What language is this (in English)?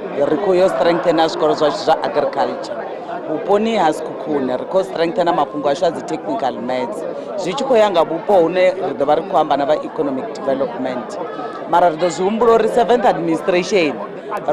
Venda